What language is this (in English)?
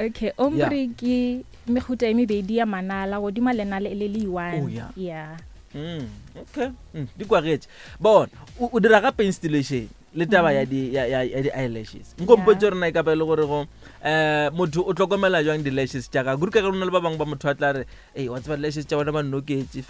Northern Sotho